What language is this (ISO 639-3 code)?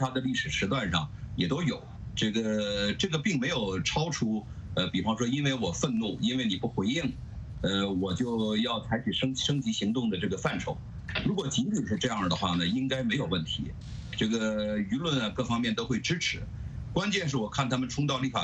zho